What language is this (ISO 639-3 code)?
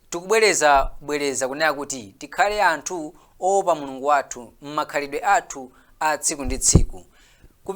nya